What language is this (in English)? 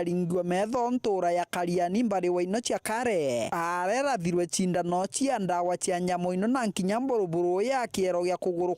Meru